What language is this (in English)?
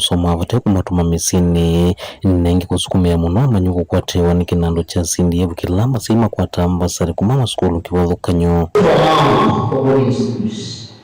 Kamba